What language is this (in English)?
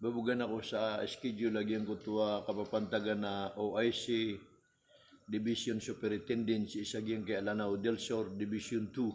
Maranao